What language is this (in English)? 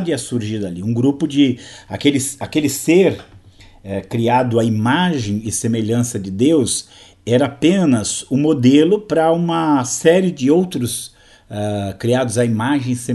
Portuguese